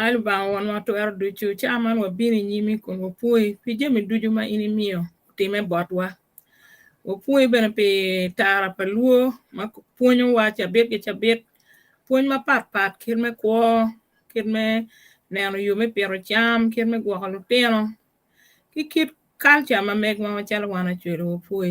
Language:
Acoli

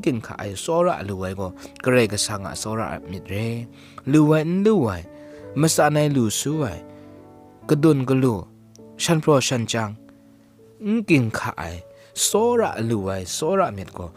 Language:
Kachin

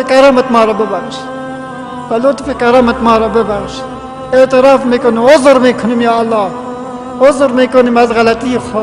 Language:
Persian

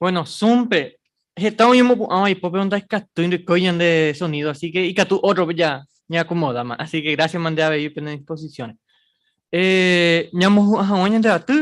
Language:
Guarani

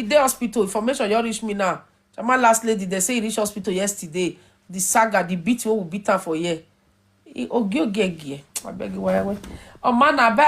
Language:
Nigerian Pidgin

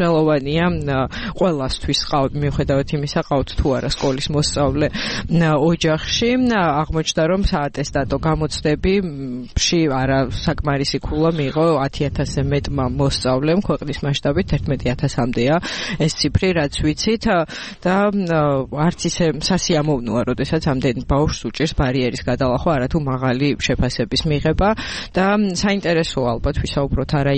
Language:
Georgian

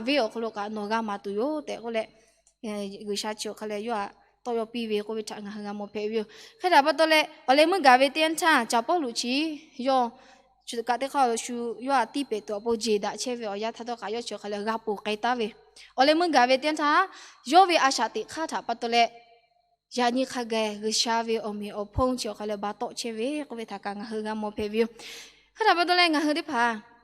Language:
Lahu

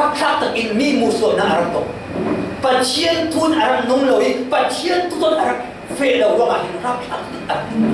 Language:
Falam Chin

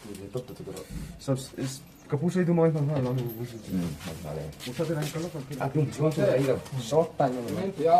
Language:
Mizo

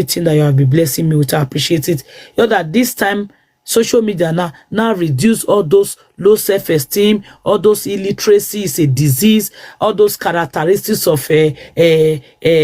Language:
Nigerian Pidgin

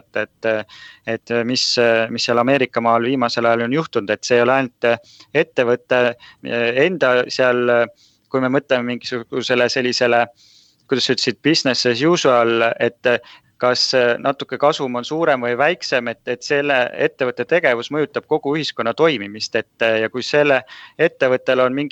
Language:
Estonian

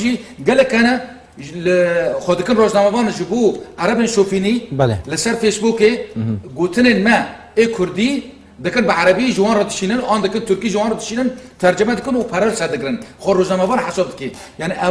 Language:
Kurdish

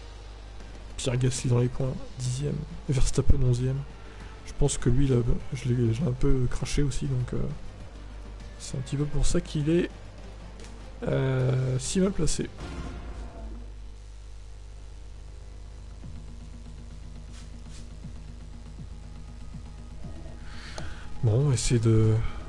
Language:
French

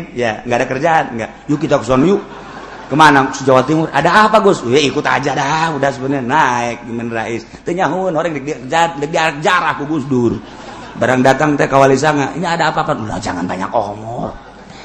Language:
Sundanese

